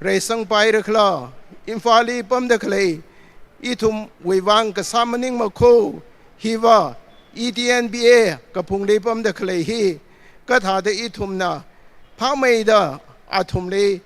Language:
Tangkhul Naga (India)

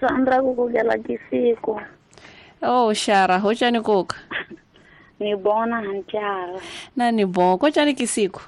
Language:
Tsonga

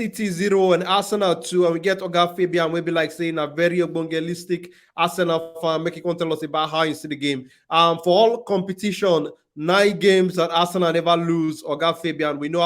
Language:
Nigerian Pidgin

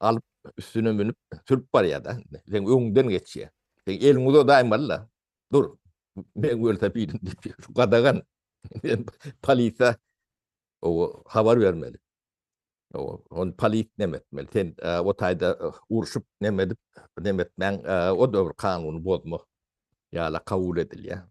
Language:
Turkmen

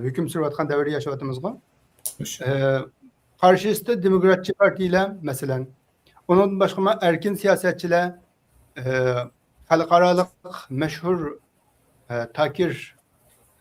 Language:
Uyghur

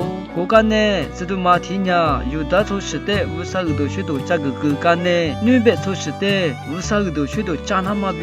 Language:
Lisu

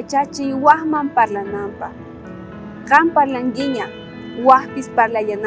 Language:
South Bolivian Quechua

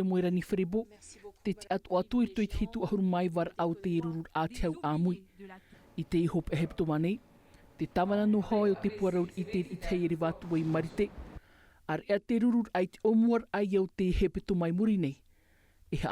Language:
Tahitian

